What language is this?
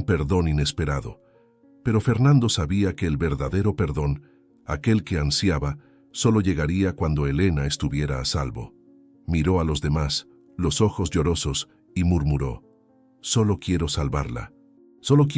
Spanish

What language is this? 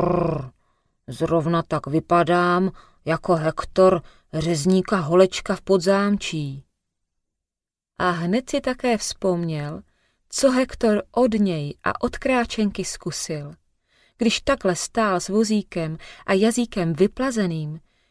Czech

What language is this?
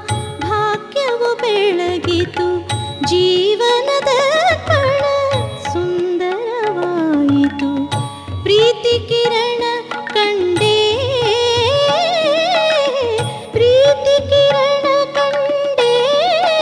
Kannada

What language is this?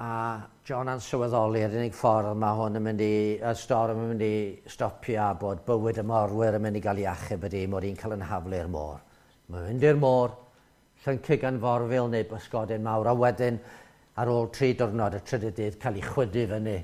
Welsh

